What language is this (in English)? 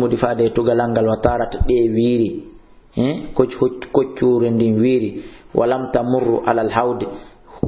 Fula